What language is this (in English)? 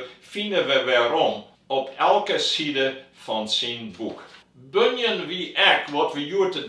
Western Frisian